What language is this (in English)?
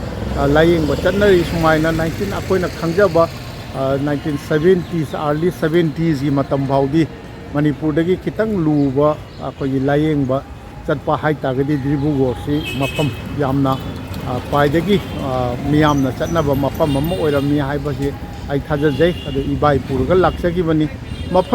Manipuri